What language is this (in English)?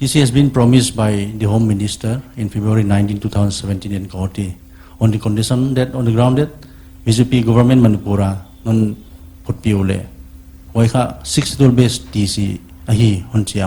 Paite Chin